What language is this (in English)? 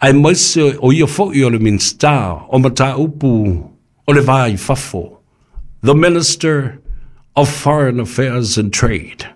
Samoan